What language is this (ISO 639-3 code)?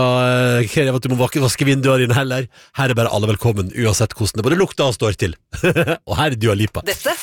nor